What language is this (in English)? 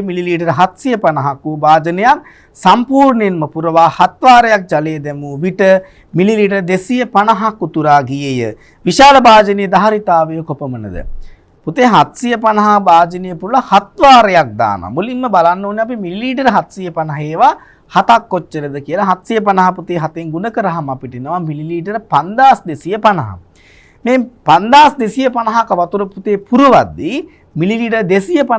Sinhala